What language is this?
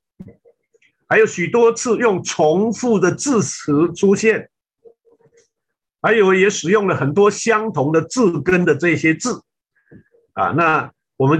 Chinese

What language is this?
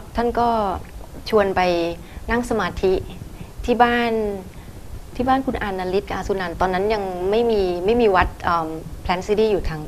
Thai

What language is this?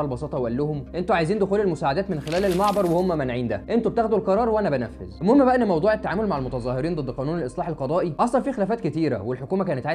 Egyptian Arabic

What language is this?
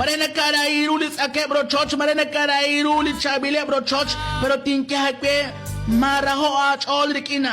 Kekchí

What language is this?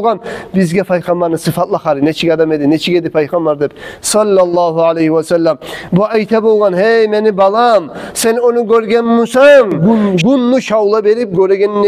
Kumyk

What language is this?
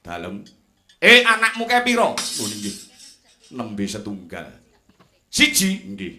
Javanese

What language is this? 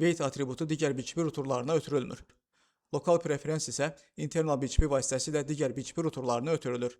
Azerbaijani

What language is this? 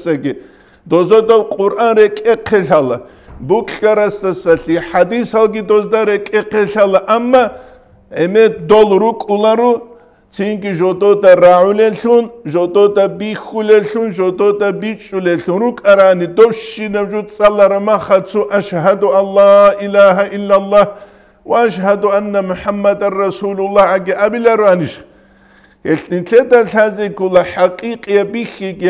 Avaric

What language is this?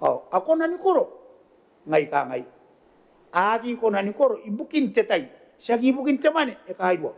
Gilbertese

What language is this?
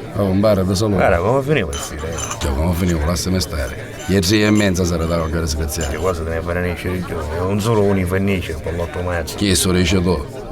Neapolitan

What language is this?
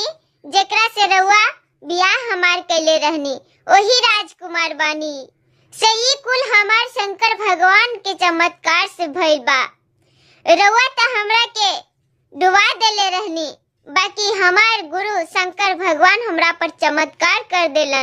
Bhojpuri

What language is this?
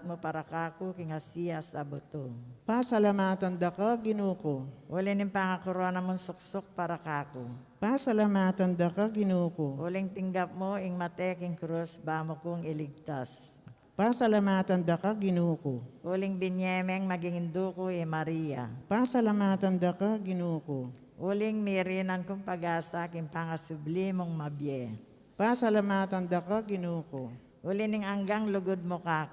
Pampanga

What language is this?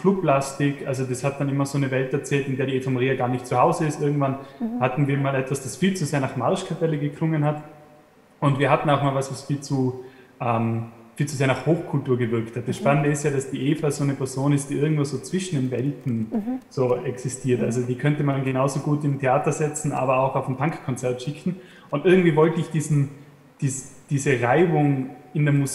German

